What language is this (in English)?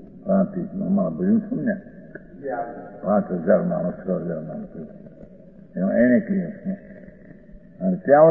Gujarati